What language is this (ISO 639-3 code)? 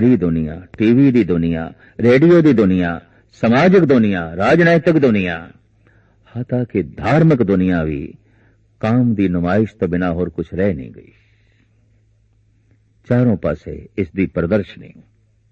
pan